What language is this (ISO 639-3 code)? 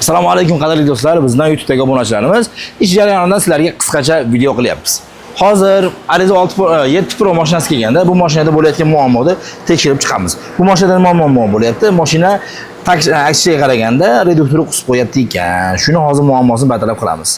uzb